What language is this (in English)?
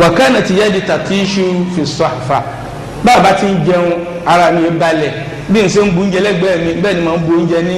Yoruba